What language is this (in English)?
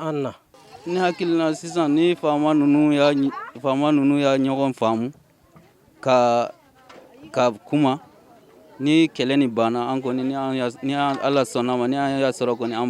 Bambara